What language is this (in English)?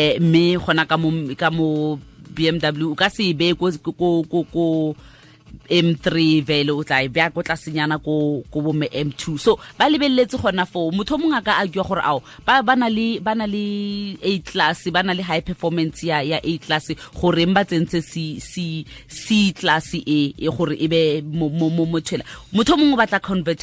Tswana